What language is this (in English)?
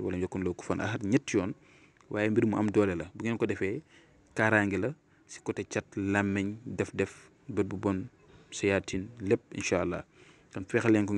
Wolof